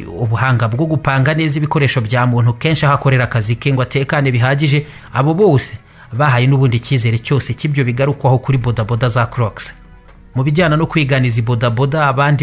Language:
Kinyarwanda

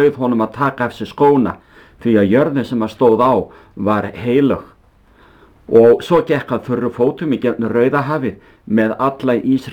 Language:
Icelandic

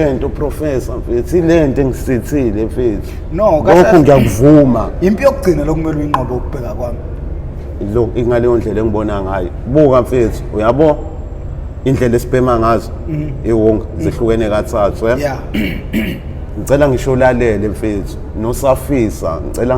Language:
Zulu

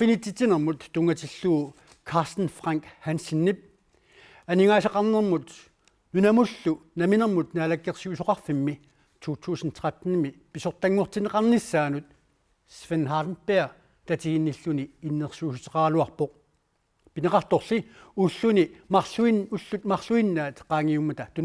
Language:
Kalaallisut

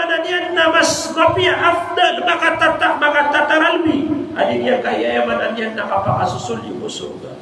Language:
Maranao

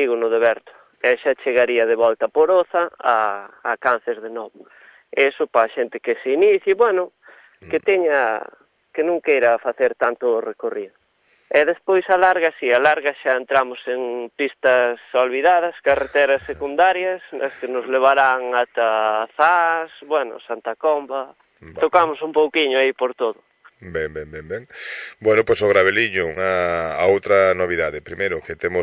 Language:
Galician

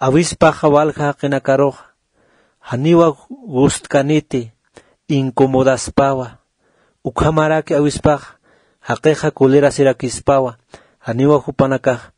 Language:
Aymara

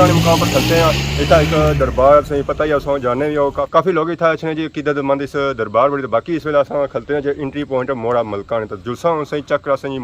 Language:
Pahari-Potwari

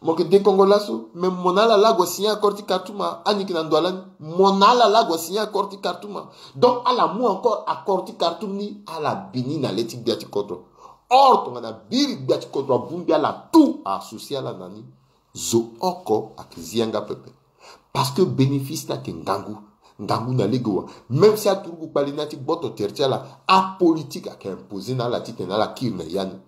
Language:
Sango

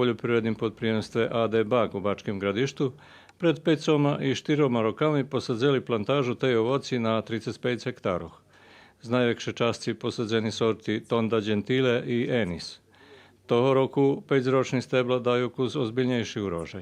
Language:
Rusyn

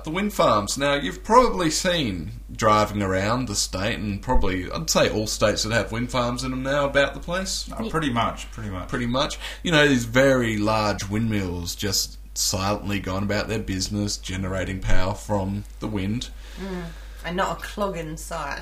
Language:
English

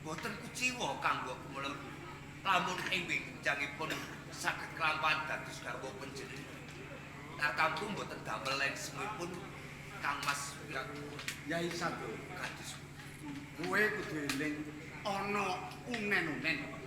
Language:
Javanese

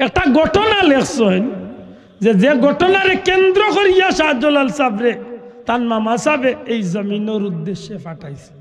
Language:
Sylheti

